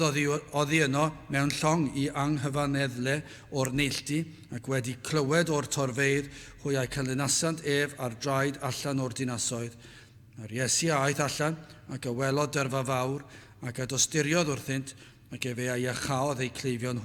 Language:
Welsh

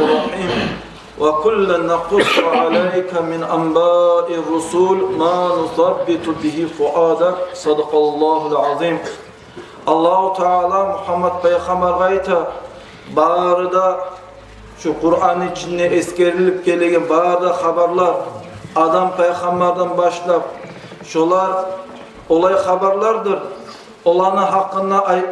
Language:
Kumyk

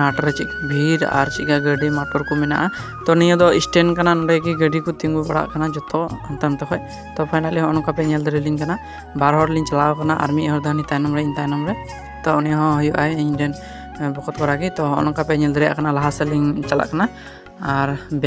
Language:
Santali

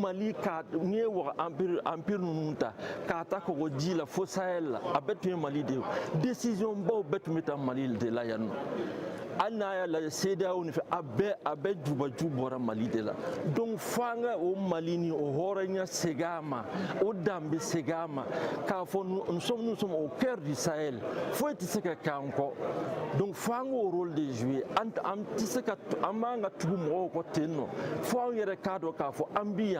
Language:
Bambara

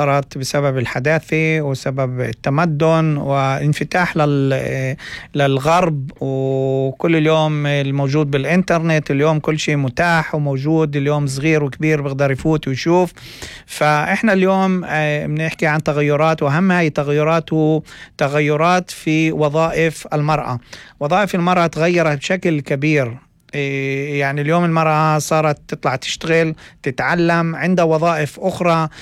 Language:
North Levantine Arabic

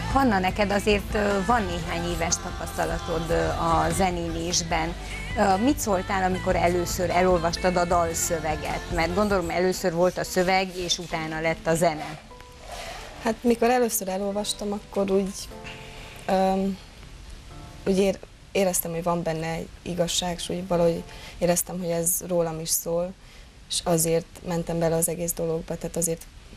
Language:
Hungarian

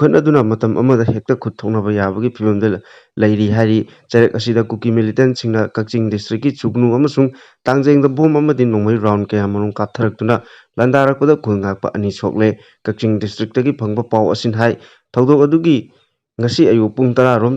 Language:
Manipuri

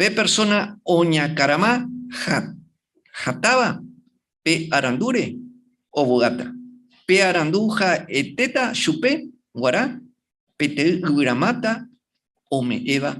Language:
Guarani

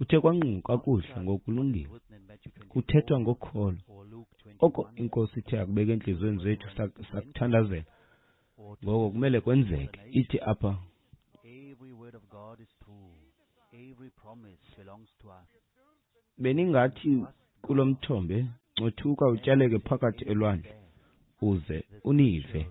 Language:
Xhosa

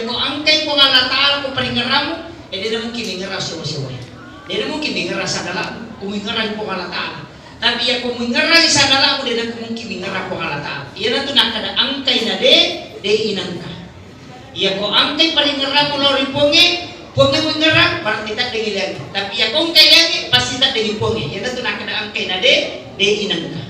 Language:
Buginese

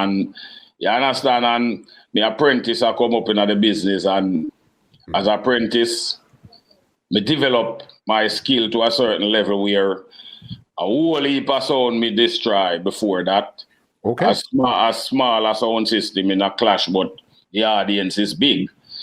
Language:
Jamaican Creole English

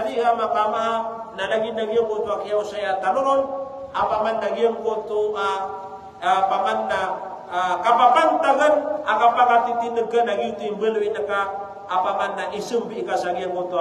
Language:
Maranao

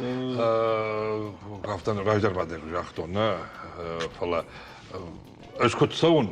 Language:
Ossetic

